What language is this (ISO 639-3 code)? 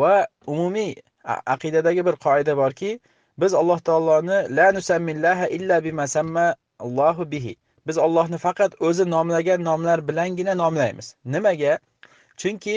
uzb